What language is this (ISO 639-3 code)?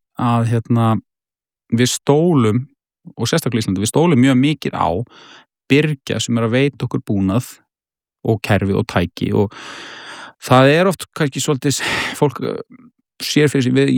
isl